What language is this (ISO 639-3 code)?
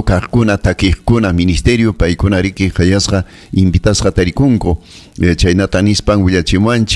quy